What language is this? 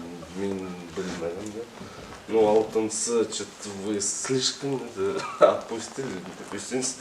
Bashkir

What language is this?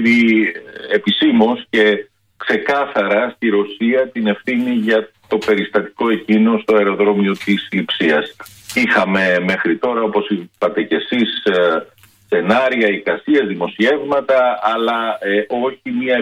Greek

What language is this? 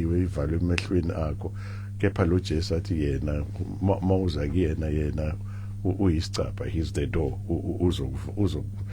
Zulu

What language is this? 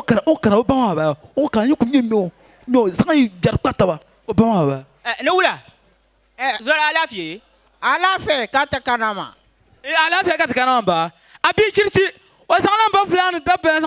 Dagbani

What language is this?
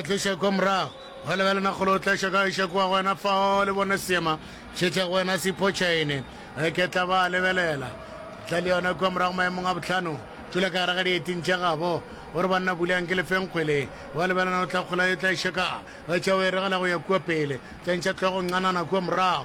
Northern Sotho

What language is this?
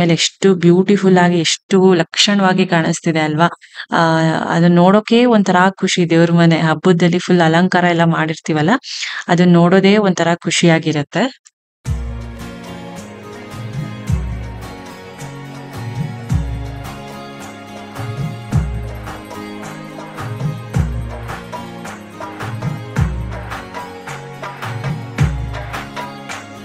Kannada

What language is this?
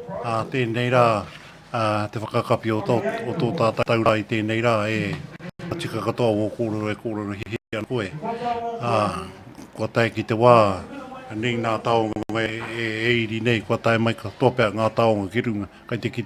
Māori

